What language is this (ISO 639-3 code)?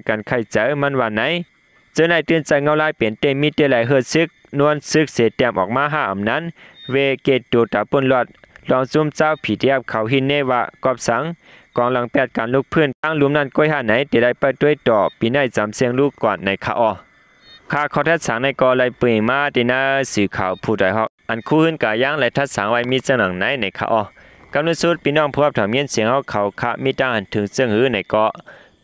shn